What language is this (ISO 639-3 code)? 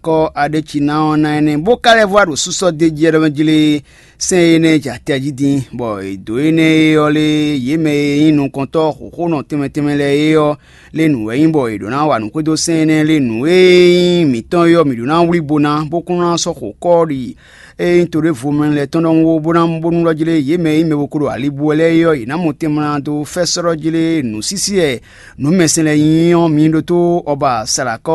fon